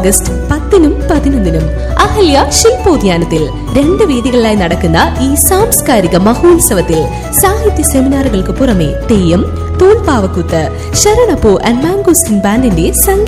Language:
Malayalam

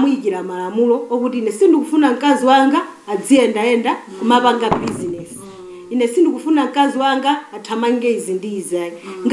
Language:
Nyanja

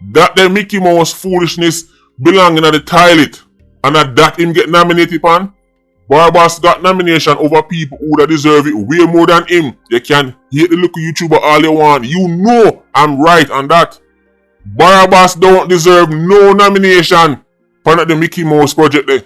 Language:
Jamaican Creole English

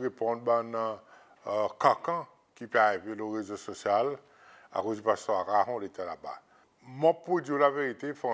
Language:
Seselwa Creole French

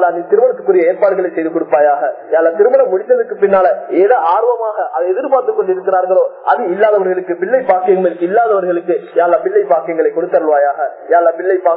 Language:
Tamil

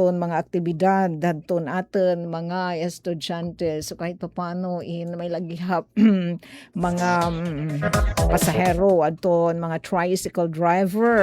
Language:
Waray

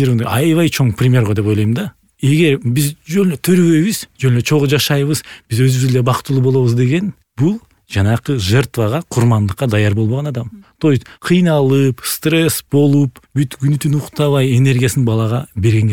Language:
Kyrgyz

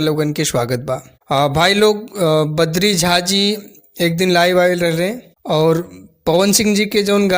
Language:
Bhojpuri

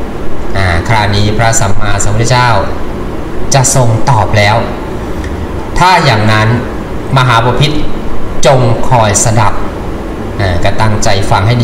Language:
Thai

